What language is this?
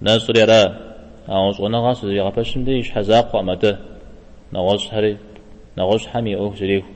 Kabardian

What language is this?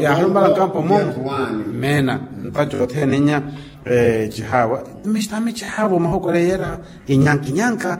Makhuwa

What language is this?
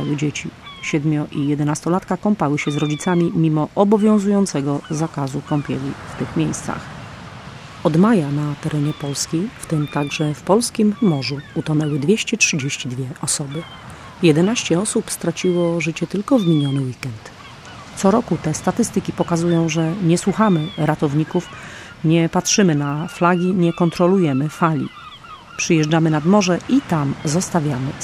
Polish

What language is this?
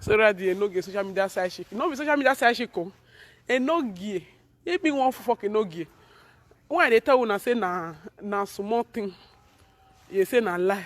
Nigerian Pidgin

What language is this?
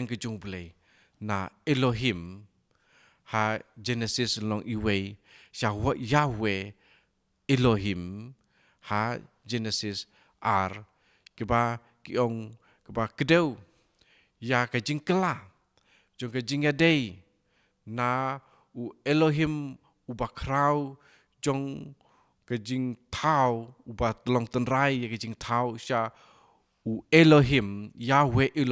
Khasi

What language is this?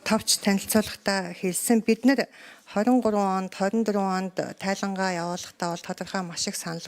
Mongolian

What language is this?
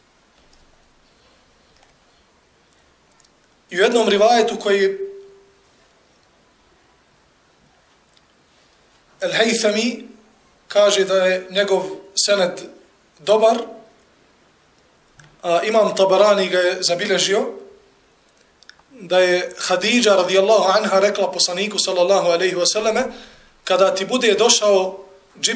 Bosnian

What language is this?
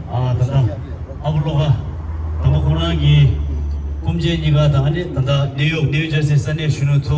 Tibetan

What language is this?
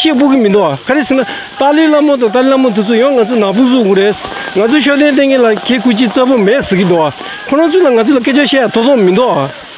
Tibetan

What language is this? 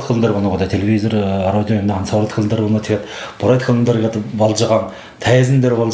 Buriat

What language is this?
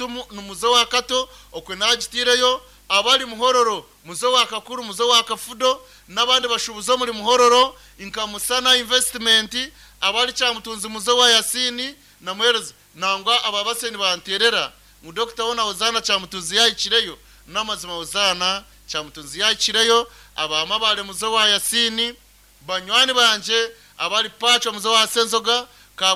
Nyankole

